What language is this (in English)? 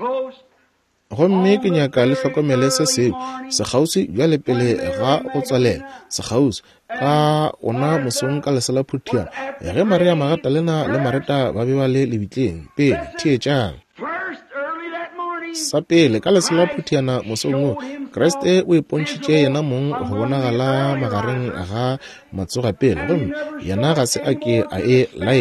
Northern Sotho